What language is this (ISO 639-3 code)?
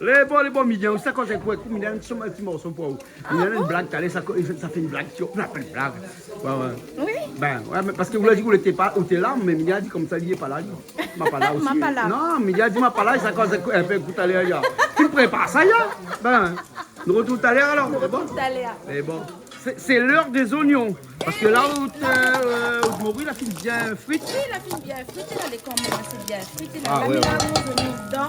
rcf